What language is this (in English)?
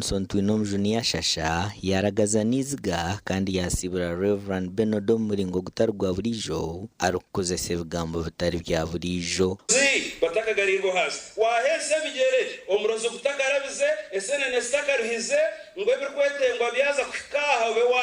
Nyankole